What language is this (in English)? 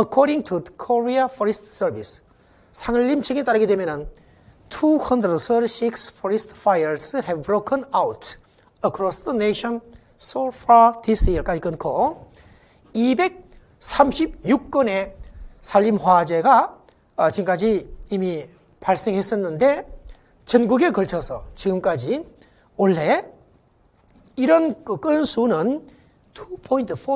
Korean